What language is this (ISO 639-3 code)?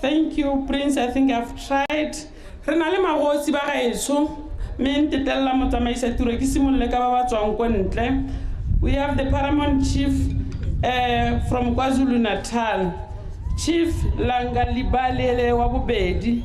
tsn